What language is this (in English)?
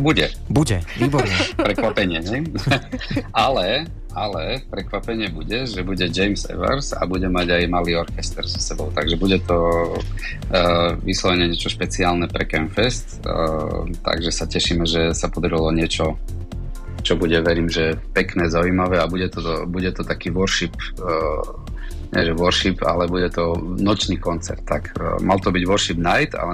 Slovak